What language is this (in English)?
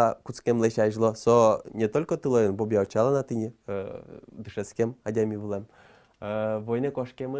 Udmurt